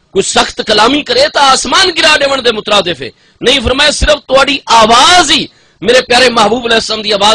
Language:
Saraiki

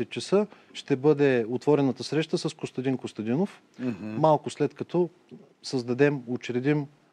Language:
Bulgarian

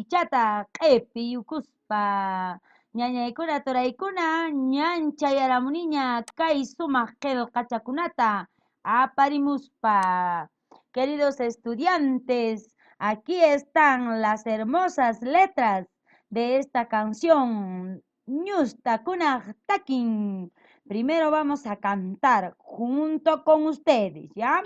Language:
Quechua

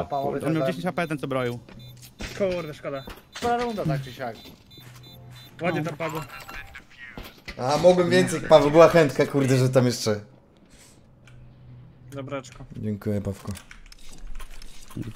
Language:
Polish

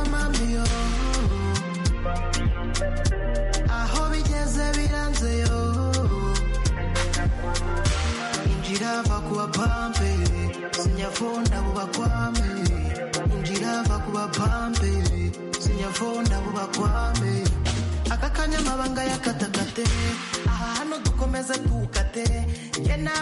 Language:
Kinyarwanda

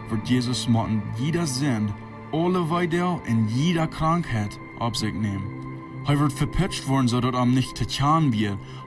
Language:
Plautdietsch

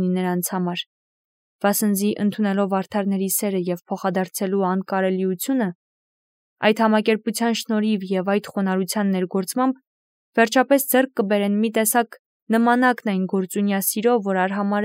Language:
Armenian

